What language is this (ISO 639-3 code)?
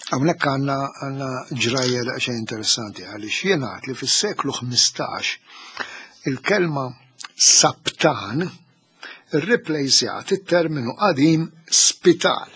mlt